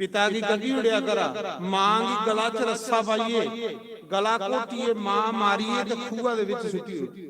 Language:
Dogri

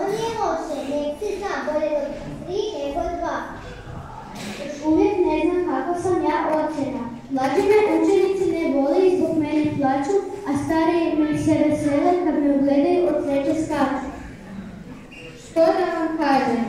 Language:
Croatian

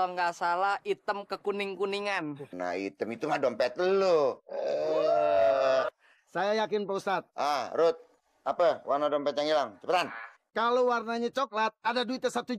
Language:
Betawi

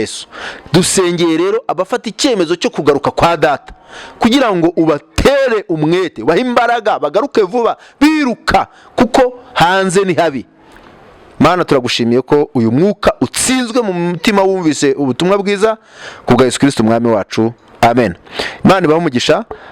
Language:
Kinyarwanda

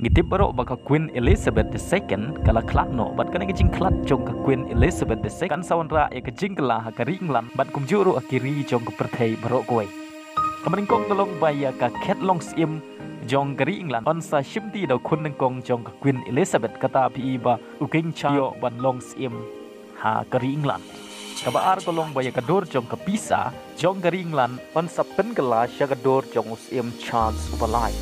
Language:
Khasi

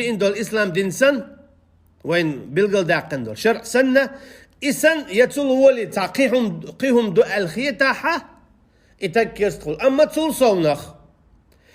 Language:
Chechen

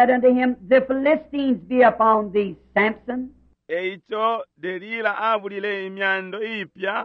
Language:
Bemba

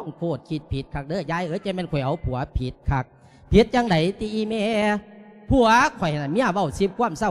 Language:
Lao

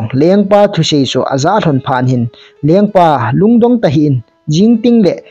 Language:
Thado Chin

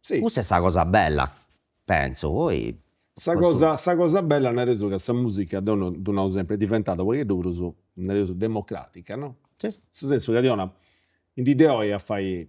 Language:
Sardinian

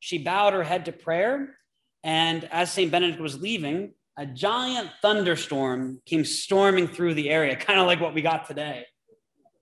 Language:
English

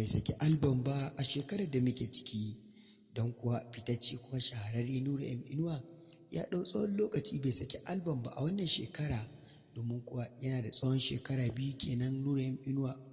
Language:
Hausa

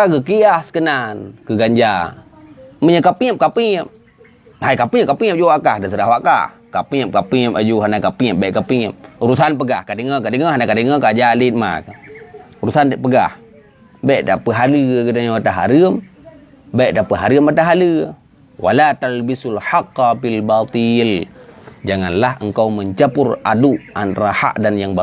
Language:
Achinese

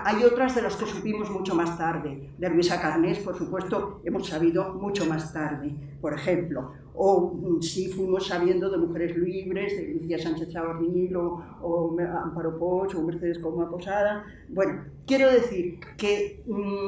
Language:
Spanish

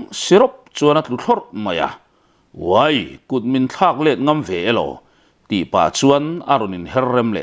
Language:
Mizo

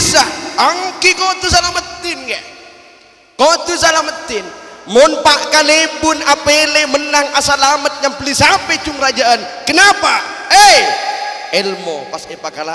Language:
Madurese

